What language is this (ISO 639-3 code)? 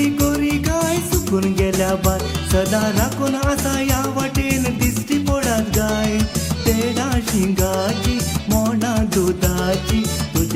kok